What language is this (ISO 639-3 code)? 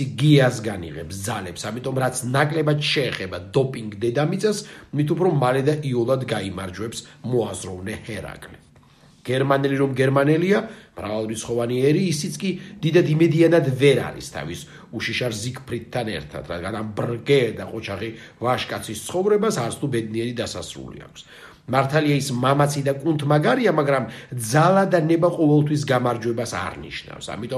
kat